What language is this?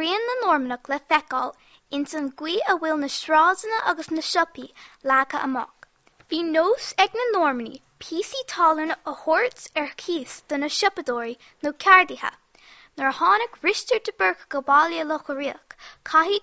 Irish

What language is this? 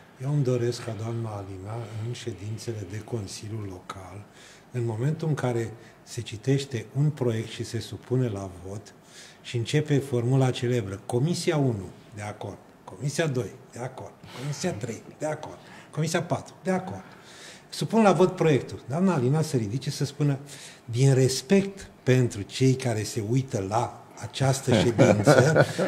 Romanian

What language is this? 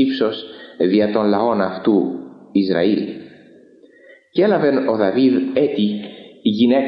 Greek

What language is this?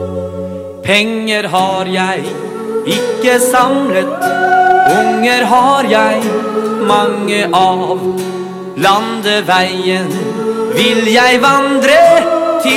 Norwegian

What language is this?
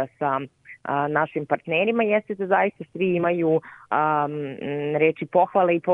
Serbian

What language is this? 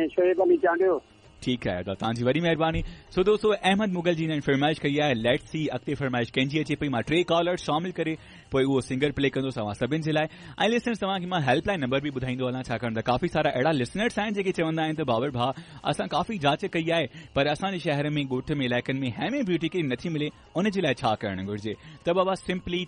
Sindhi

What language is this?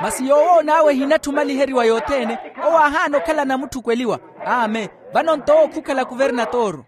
Makhuwa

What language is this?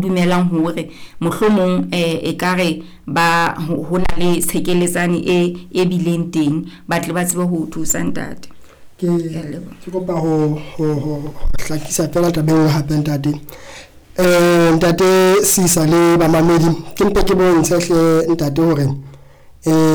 Southern Sotho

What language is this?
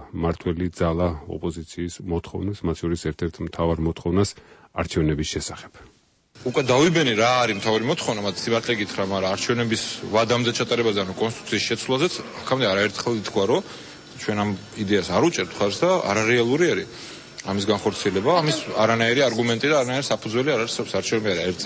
Georgian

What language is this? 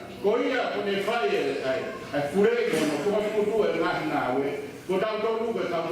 Tongan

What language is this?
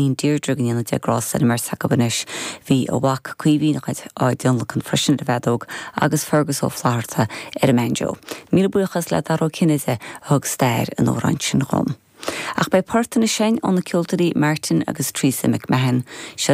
Irish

